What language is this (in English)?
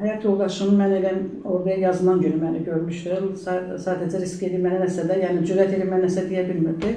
Azerbaijani